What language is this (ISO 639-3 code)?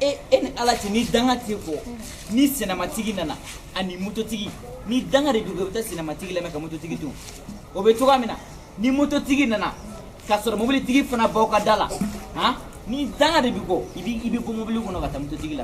bam